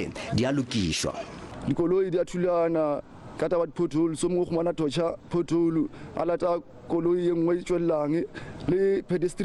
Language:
Northern Sotho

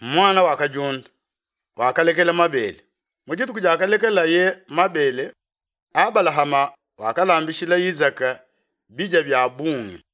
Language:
Luba-Lulua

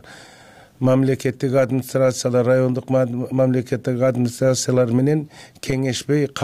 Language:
Kyrgyz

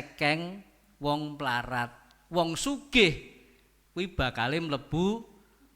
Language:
Javanese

